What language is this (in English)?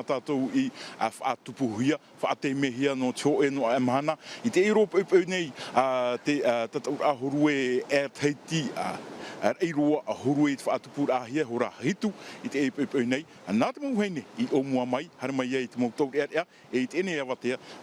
Tahitian